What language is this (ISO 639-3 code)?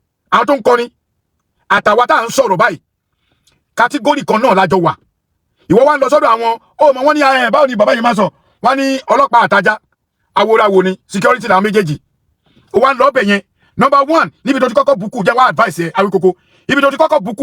yor